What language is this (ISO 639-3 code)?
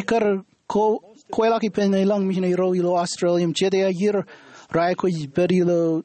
mah